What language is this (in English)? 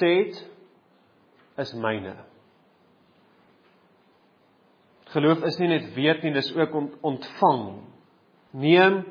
Afrikaans